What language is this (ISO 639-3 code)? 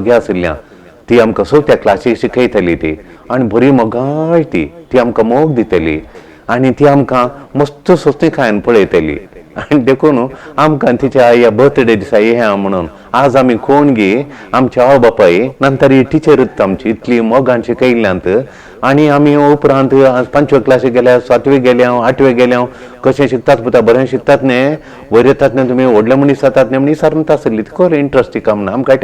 kok